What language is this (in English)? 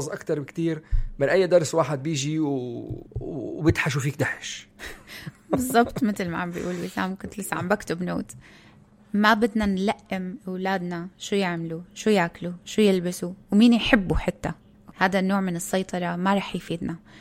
North Levantine Arabic